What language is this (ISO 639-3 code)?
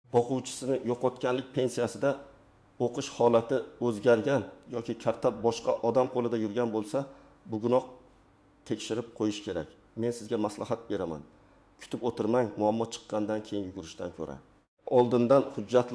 uzb